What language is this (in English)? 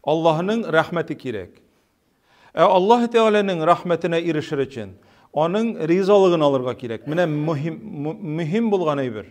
Tatar